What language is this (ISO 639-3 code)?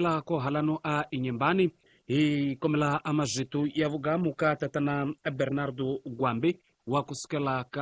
tso